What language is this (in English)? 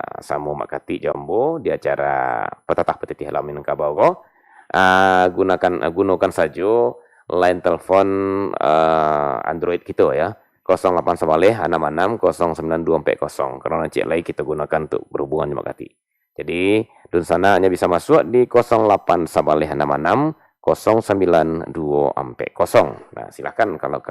Minangkabau